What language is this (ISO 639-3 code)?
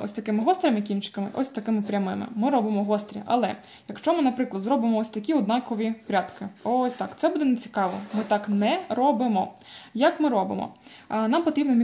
ukr